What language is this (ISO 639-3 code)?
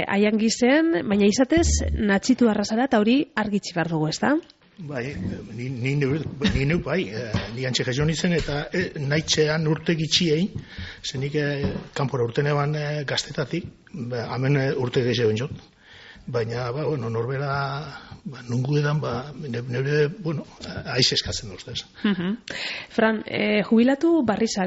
eus